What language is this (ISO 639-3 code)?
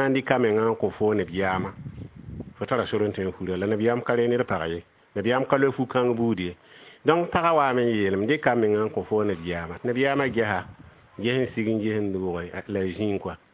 mos